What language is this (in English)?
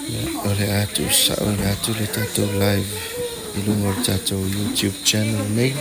Samoan